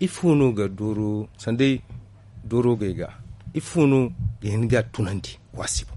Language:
Zarma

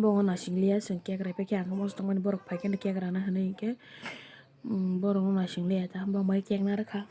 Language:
Kok Borok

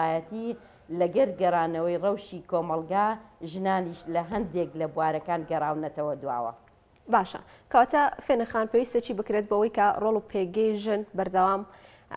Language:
Central Kurdish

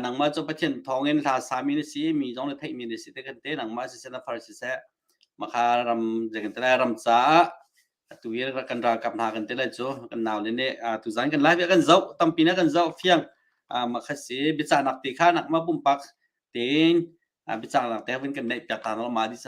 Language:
Hakha Chin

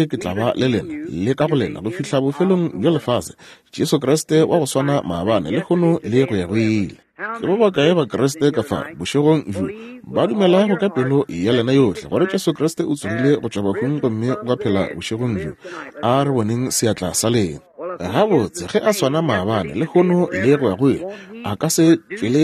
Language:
Northern Sotho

